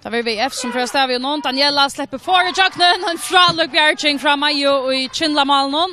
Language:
Faroese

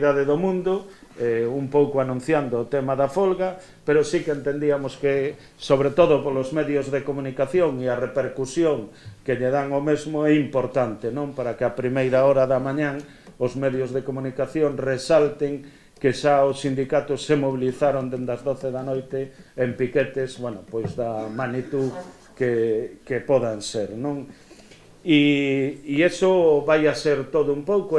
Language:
Galician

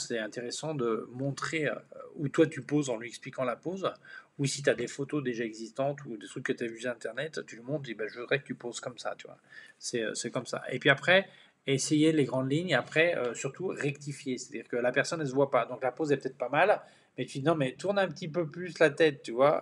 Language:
French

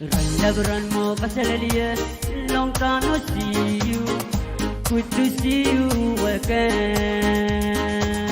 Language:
Pohnpeian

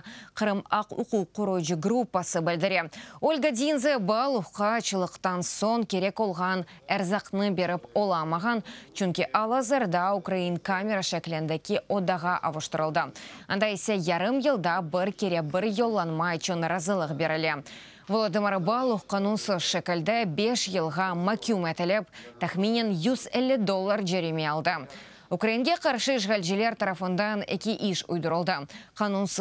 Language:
Crimean Tatar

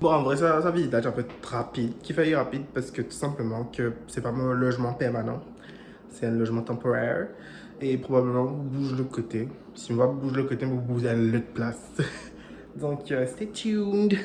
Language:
Morisyen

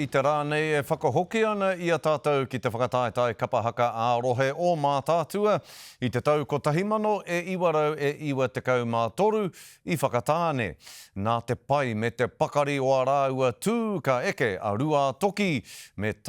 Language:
Māori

